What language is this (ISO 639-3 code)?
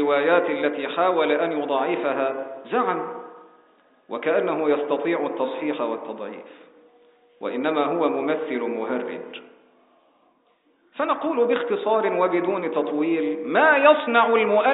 ara